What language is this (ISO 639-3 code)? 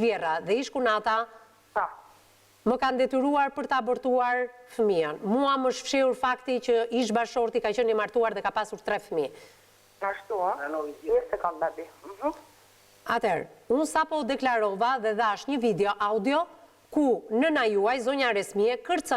sqi